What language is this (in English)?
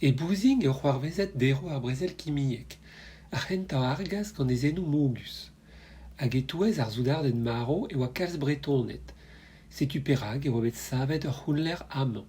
Breton